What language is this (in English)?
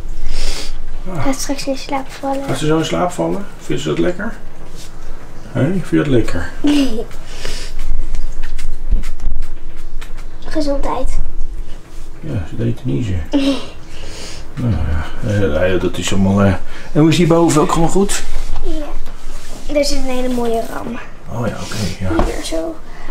Dutch